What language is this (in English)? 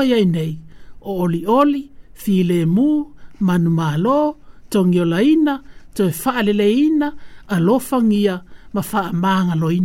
Samoan